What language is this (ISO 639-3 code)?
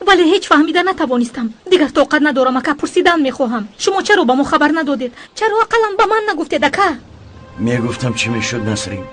tgk